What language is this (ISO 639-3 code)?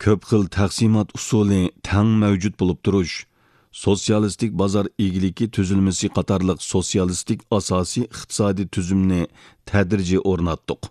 uig